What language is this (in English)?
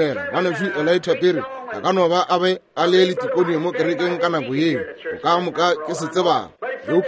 Northern Sotho